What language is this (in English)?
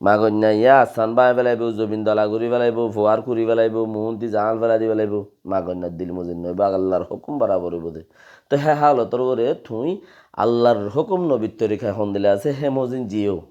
Rohingya